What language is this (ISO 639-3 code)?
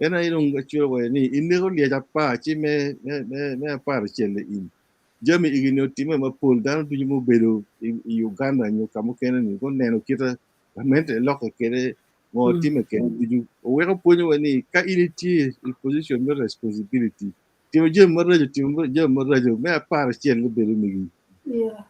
ach